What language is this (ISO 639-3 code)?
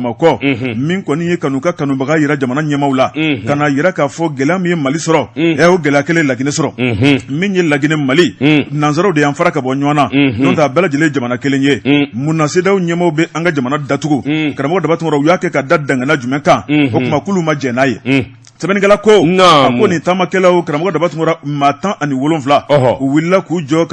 bam